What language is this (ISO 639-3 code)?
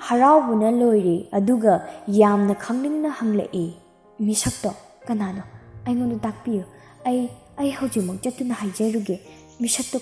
mni